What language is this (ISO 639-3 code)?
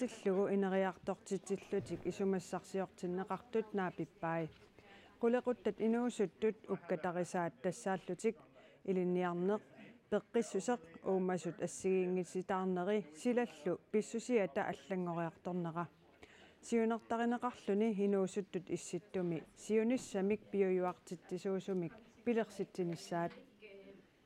kal